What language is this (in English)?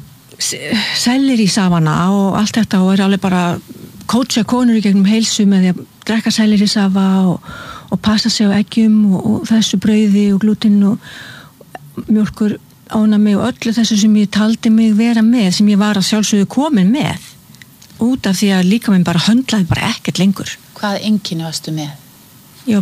Icelandic